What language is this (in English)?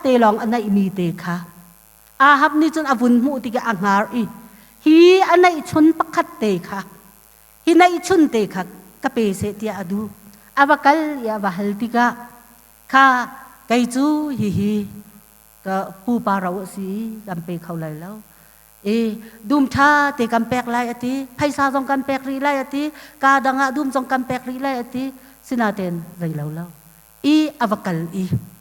Hakha Chin